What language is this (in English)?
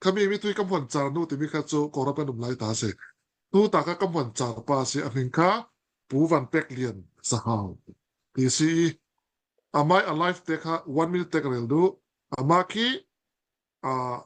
Falam Chin